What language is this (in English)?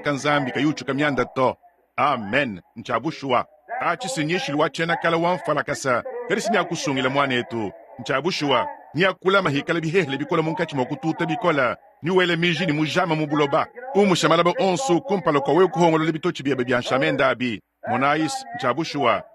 Luba-Lulua